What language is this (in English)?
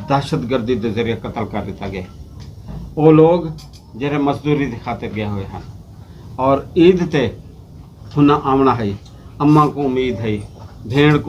Saraiki